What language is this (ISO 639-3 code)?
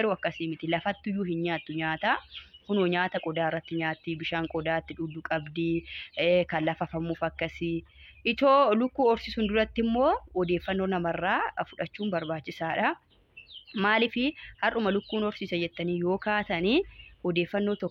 orm